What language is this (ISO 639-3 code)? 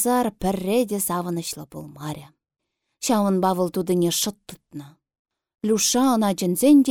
chv